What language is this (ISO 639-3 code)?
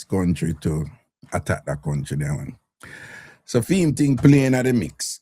jam